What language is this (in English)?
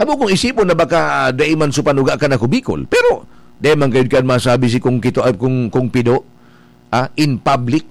Bikol